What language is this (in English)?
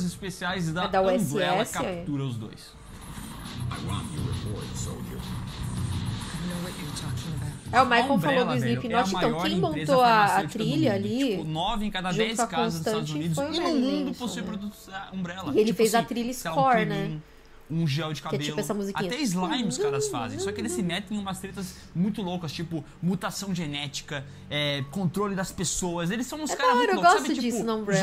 Portuguese